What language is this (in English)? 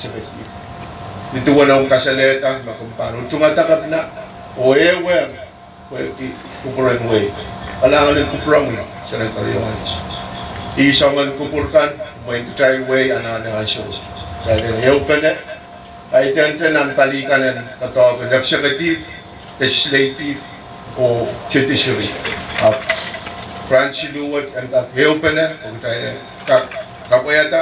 Pohnpeian